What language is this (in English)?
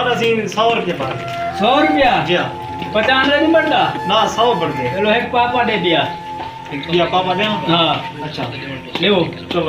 Saraiki